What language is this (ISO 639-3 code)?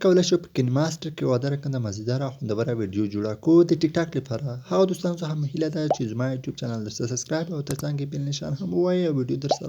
pus